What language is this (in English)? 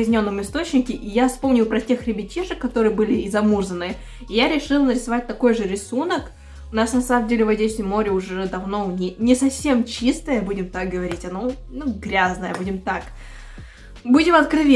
Russian